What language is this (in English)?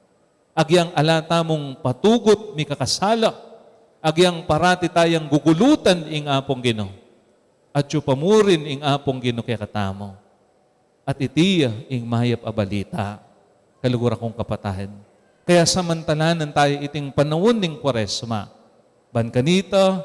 Pampanga